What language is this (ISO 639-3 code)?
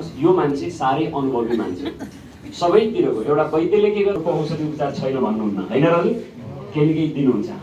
nep